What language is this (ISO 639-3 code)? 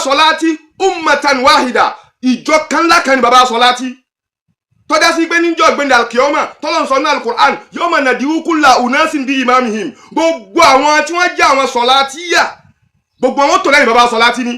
yor